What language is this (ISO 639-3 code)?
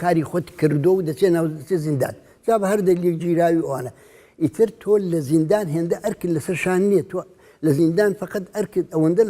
ckb